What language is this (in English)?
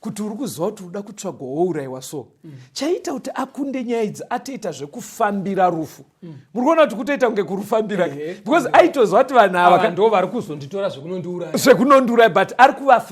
Shona